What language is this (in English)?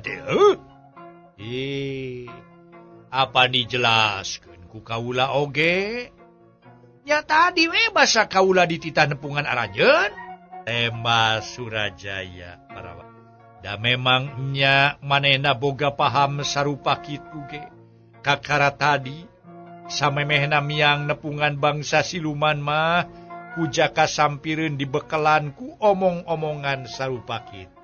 Sundanese